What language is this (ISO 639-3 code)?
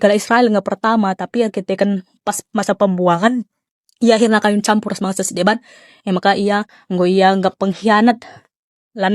btx